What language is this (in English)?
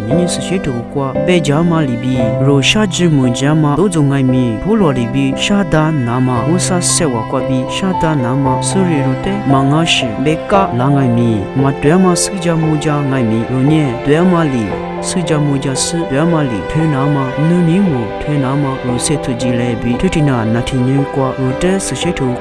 Lisu